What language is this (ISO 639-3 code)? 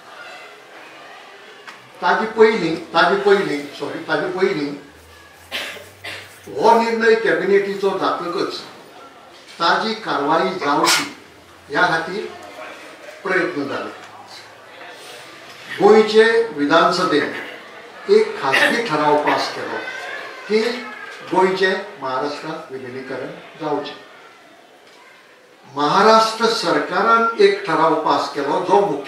kok